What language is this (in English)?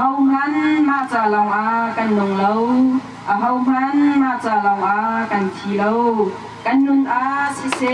Hakha Chin